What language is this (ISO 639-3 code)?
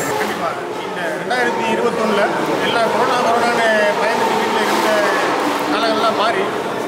tam